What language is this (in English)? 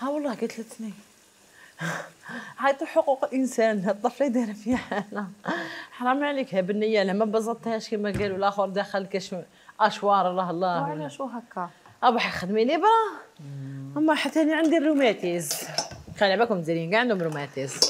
Algerian Arabic